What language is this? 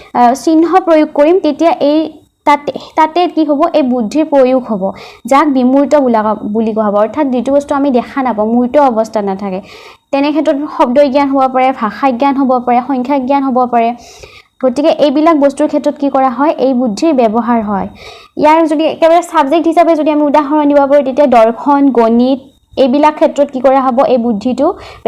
Assamese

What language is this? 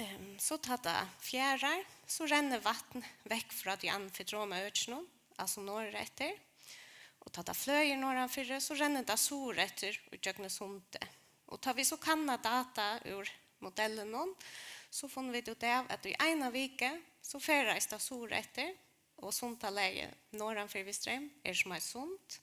Faroese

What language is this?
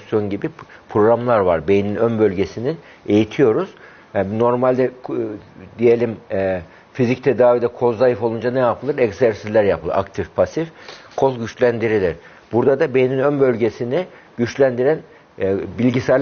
Turkish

